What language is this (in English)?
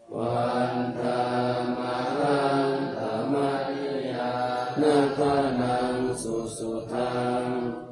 Pali